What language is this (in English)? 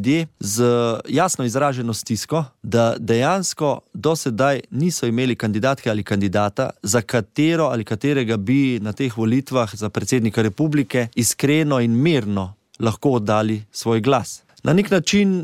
Slovenian